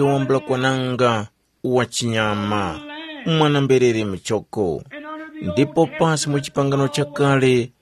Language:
Tumbuka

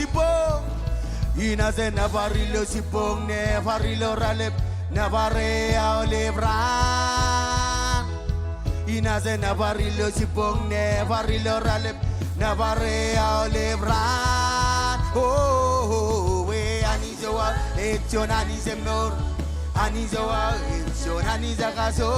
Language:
Marshallese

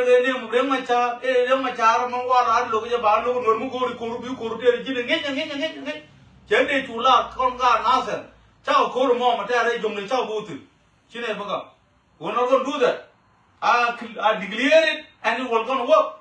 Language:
Nuer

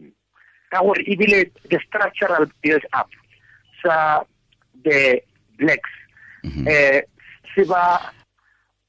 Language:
Tswana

